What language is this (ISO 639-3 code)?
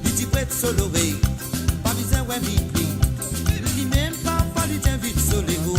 mfe